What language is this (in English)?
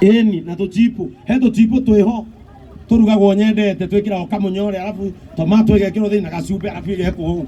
Kikuyu